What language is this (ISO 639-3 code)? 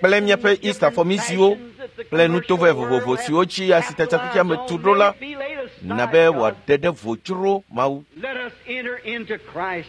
ewe